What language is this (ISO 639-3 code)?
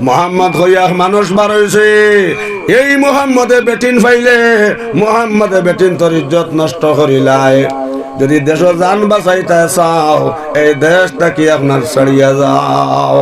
syl